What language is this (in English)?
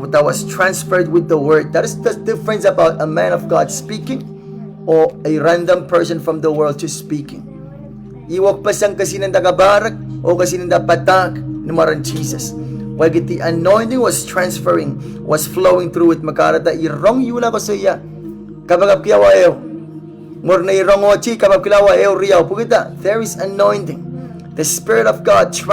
Pohnpeian